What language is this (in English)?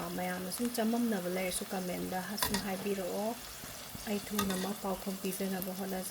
Manipuri